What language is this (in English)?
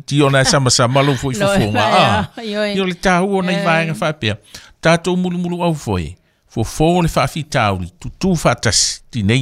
Samoan